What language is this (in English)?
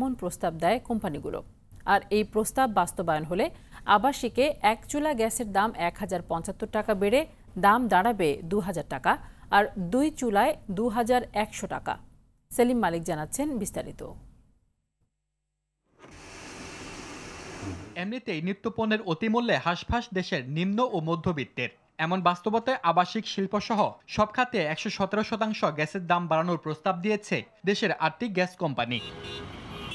Bangla